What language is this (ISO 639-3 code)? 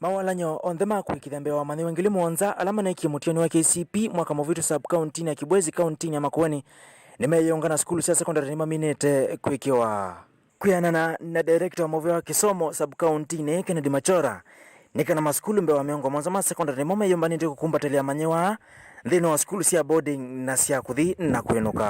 kam